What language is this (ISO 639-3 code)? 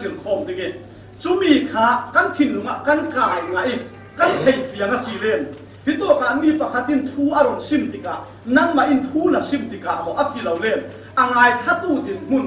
cfm